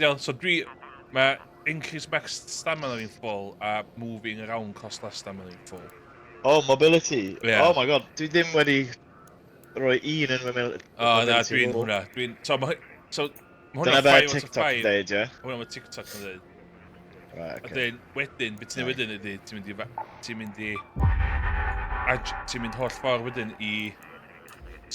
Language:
Welsh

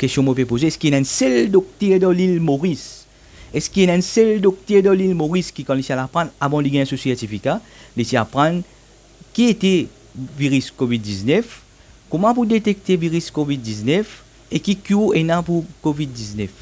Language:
Morisyen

